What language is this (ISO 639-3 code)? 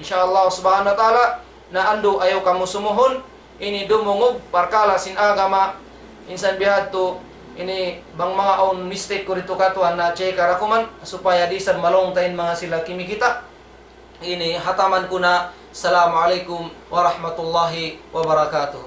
tsg